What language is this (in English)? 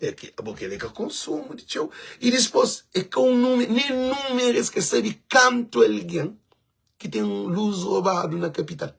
Kabuverdianu